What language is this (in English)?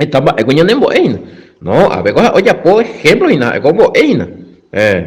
Guarani